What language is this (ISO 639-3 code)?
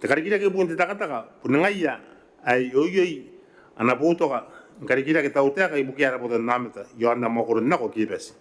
gil